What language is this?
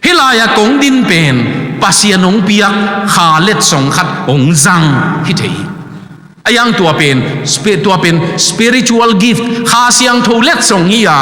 Tedim Chin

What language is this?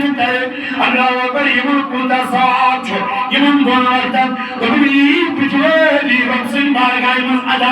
Kashmiri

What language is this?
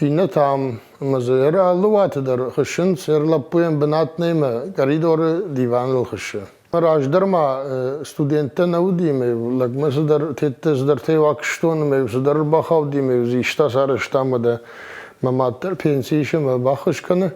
Ossetic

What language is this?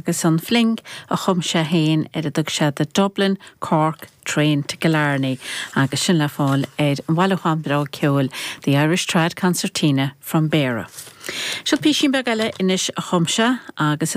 Irish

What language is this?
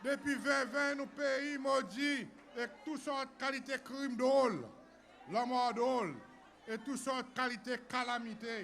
Seselwa Creole French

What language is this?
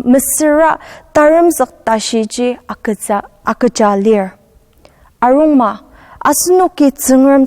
Ao Naga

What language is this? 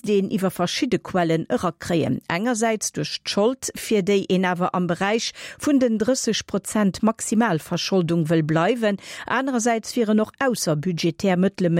Luxembourgish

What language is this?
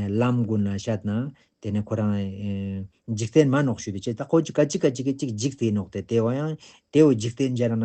Ladakhi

